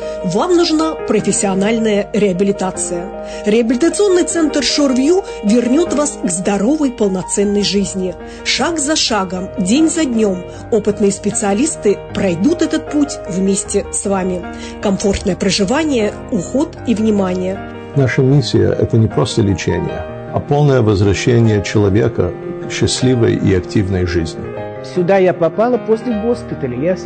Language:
Russian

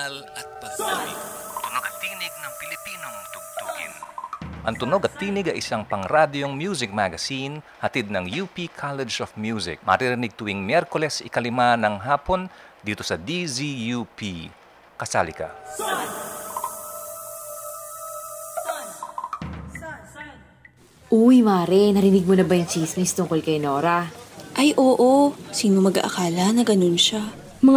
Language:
Filipino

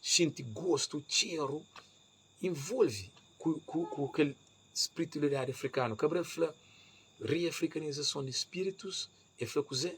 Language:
Kabuverdianu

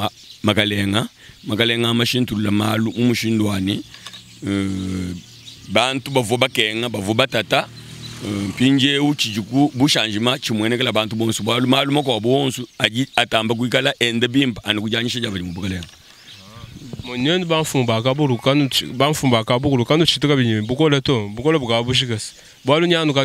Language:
Luba-Lulua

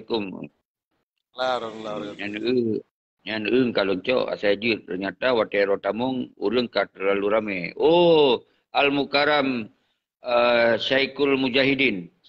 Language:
Achinese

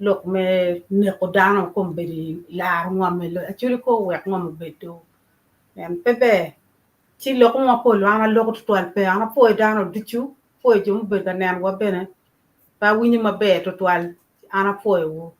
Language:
Acoli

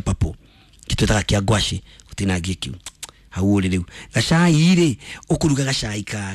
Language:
Kikuyu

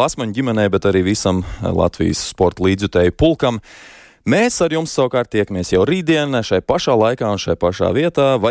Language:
Latvian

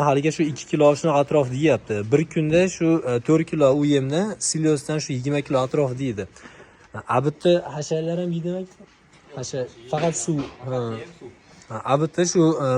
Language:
Uzbek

